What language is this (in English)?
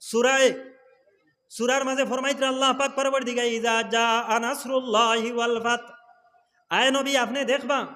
Sylheti